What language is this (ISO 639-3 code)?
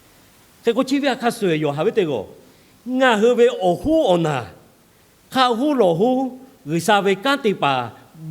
lhu